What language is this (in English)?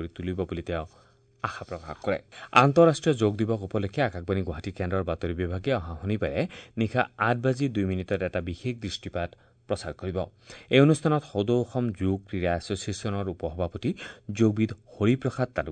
Assamese